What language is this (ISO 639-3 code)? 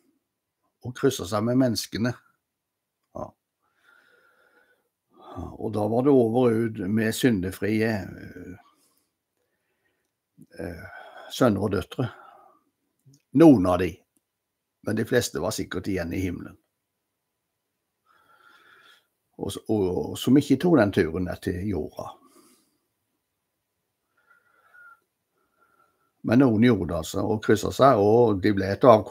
nor